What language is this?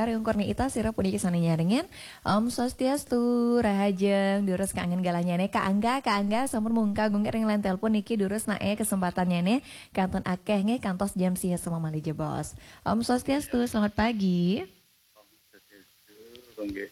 Balinese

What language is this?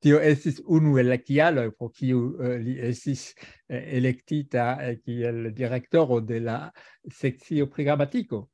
Esperanto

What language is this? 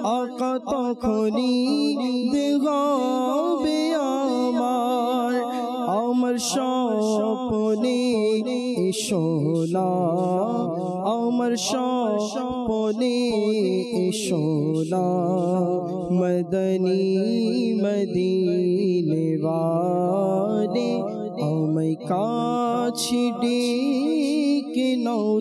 Bangla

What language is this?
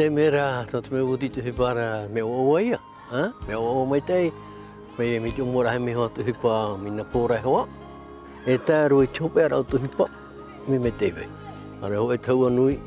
Tahitian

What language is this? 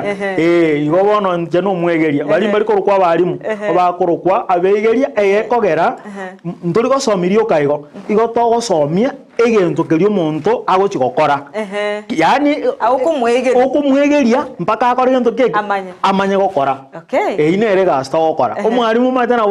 Gusii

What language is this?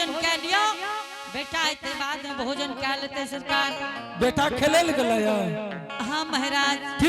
Angika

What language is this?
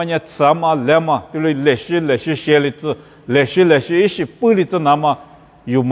Lisu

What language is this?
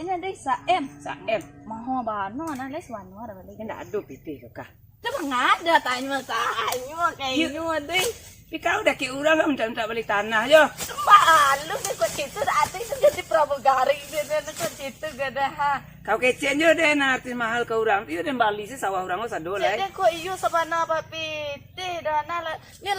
Minangkabau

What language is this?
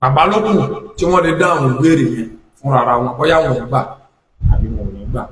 Yoruba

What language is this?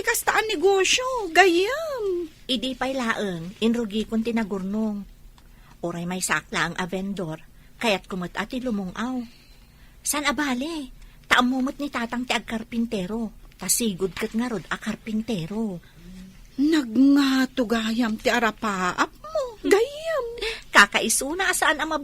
Iloko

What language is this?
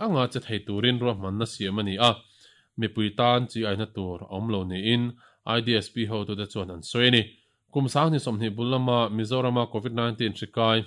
Mizo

